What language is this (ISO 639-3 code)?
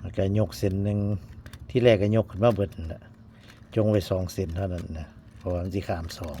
tts